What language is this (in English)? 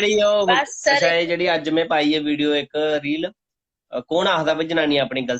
Dogri